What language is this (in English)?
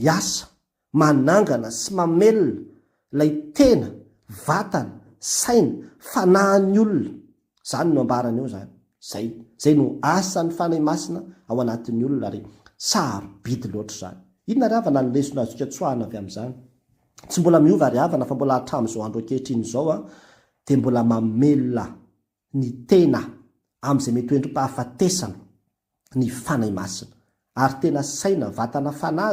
Malagasy